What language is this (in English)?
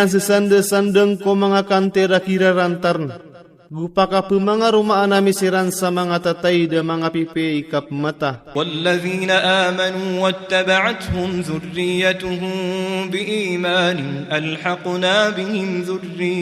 Maranao